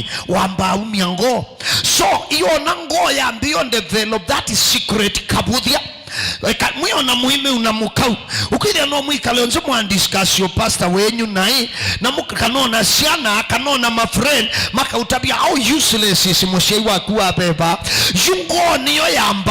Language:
Kamba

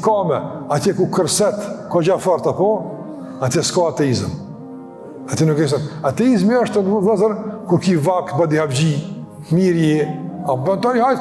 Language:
Albanian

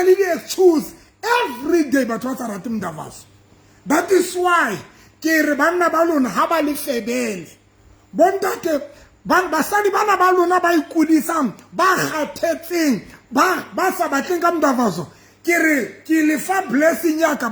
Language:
Southern Sotho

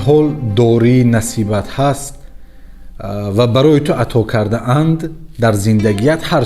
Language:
Tajik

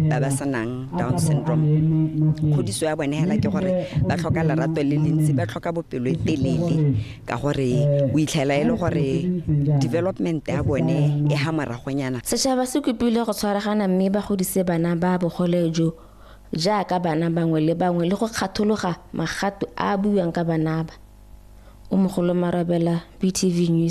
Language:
Tswana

